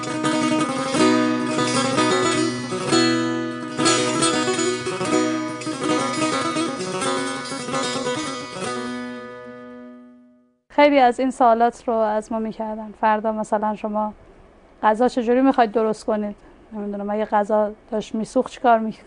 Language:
Persian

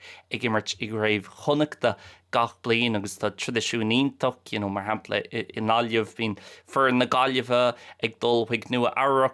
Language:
Irish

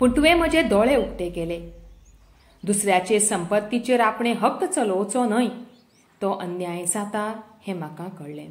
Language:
Konkani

